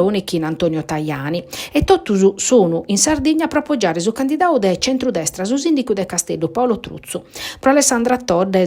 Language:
Sardinian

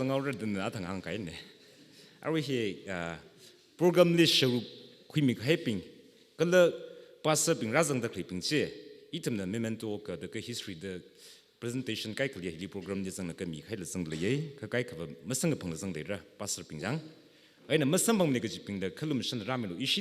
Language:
Tangkhul Naga (India)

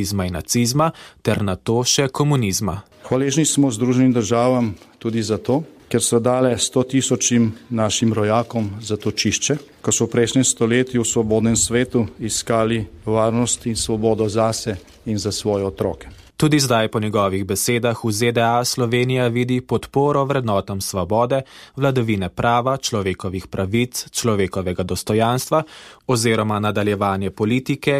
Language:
Slovenian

